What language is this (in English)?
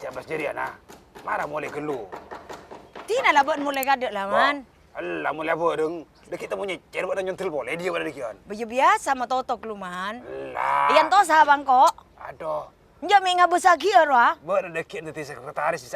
Madurese